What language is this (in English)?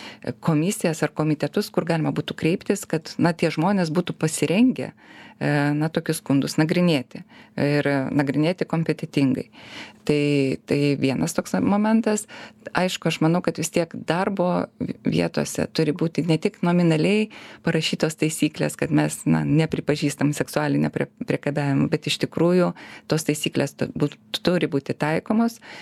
Lithuanian